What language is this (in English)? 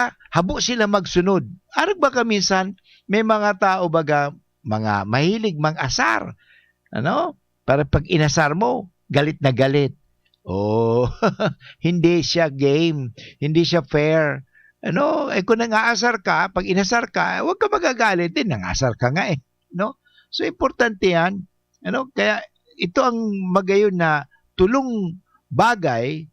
Bikol